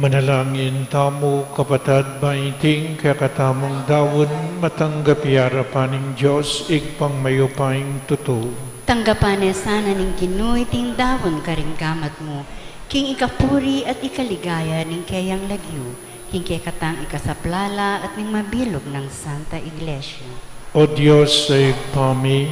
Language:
Pampanga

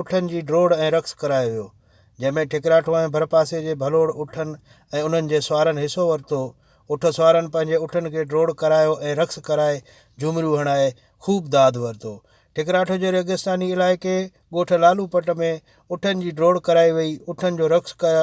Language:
Sindhi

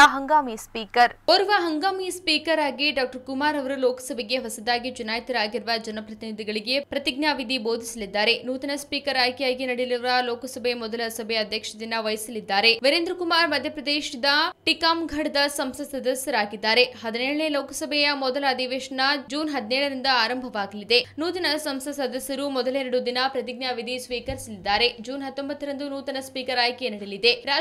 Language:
Kannada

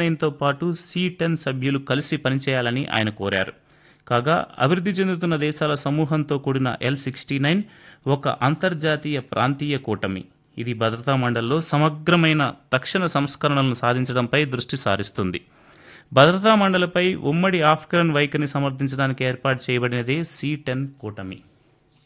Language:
Telugu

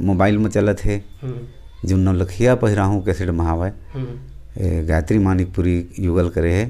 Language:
Chhattisgarhi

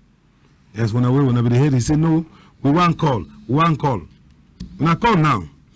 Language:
Cameroon Pidgin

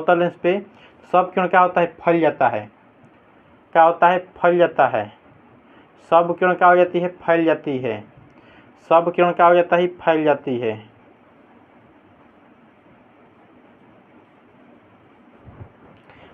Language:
Hindi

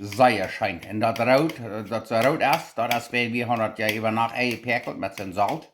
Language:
Plautdietsch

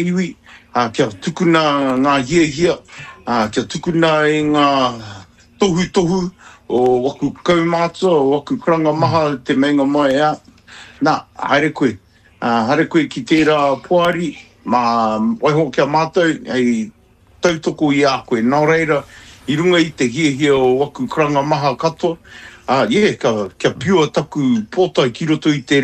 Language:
Māori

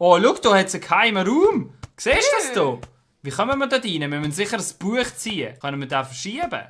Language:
Swiss German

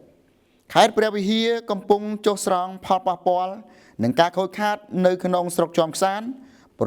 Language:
Khmer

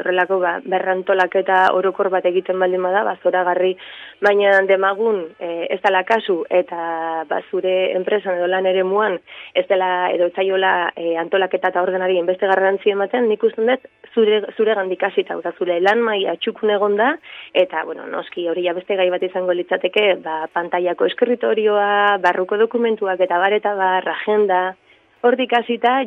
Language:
Basque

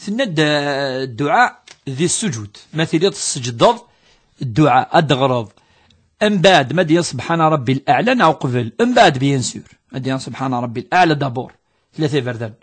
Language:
Kabyle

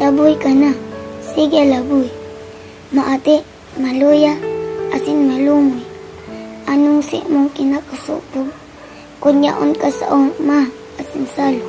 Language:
Bikol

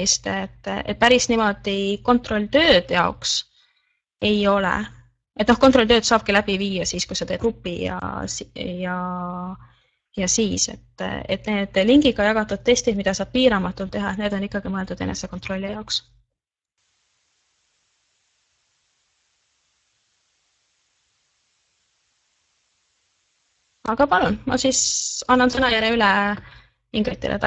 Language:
Estonian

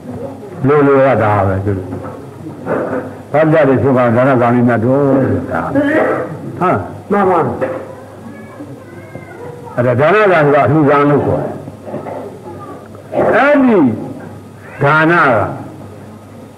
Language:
Burmese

